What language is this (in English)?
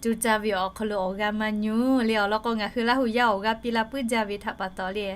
Lahu